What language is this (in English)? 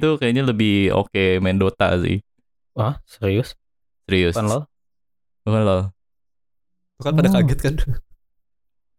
Indonesian